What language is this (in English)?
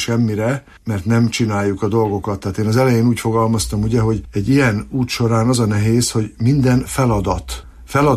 Hungarian